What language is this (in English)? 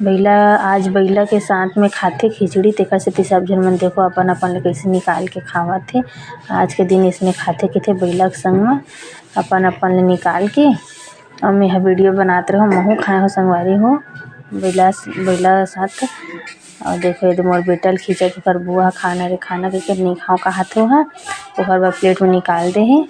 Chhattisgarhi